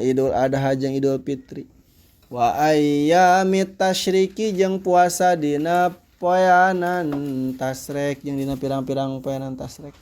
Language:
Sundanese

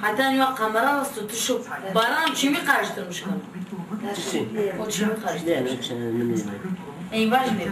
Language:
Zaza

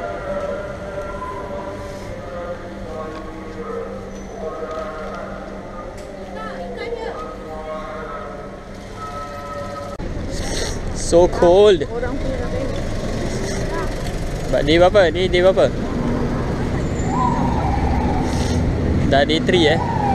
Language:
Malay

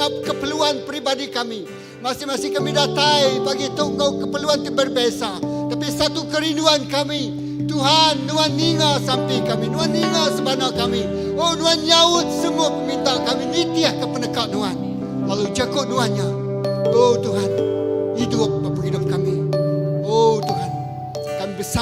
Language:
Iban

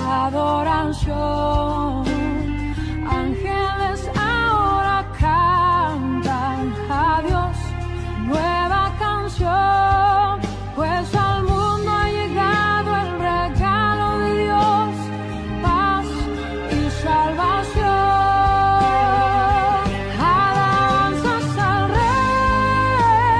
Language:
Spanish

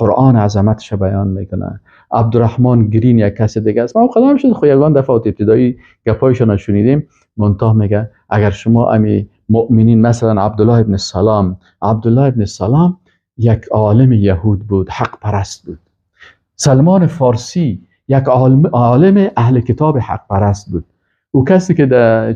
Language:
Persian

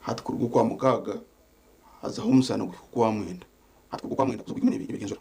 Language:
Nyankole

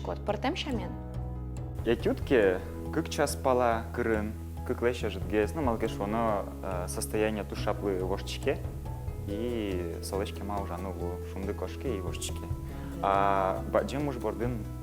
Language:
Udmurt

